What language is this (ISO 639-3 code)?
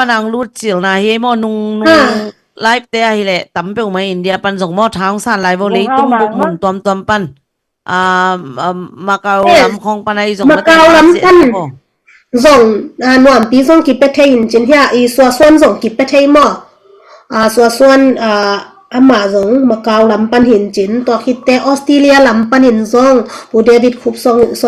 ctd